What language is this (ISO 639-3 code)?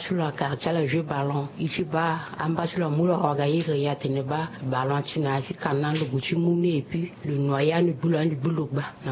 sag